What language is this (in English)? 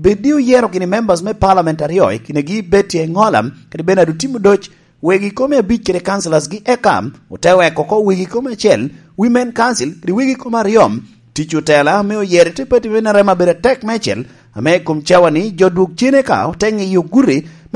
Lango (Uganda)